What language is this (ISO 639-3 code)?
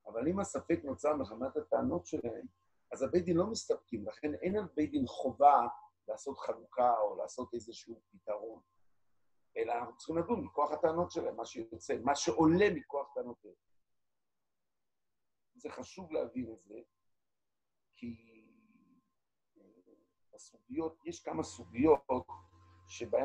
heb